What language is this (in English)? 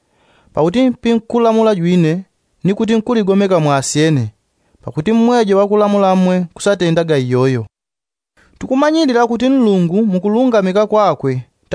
Yao